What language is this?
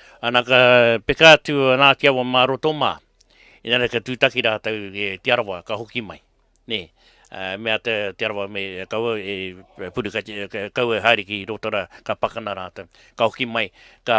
Māori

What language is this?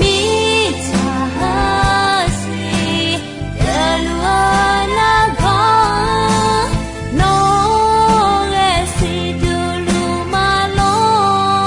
Akha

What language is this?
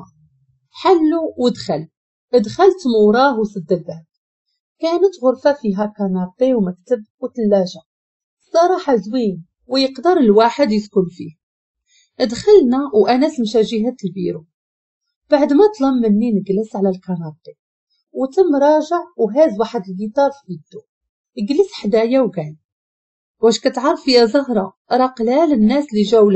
Moroccan Arabic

